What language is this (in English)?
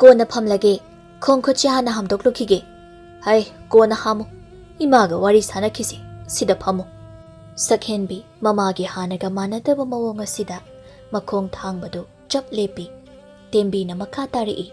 Manipuri